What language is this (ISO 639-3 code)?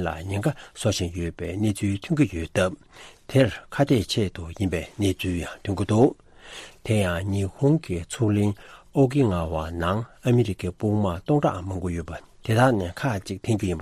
bod